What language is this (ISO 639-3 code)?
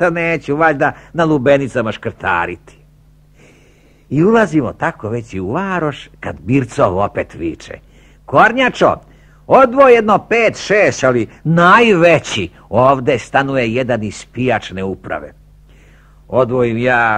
srp